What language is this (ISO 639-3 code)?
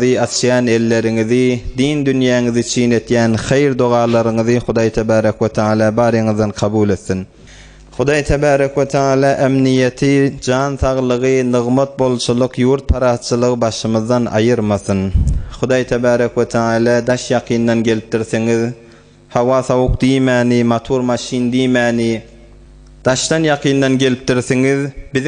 tuk